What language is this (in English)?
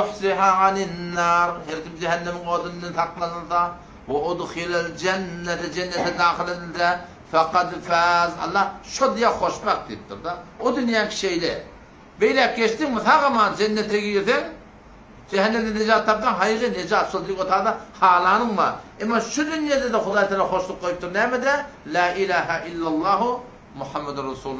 Turkmen